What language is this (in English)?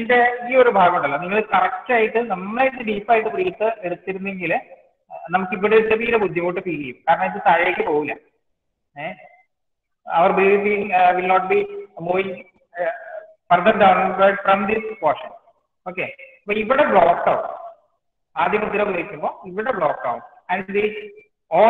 Malayalam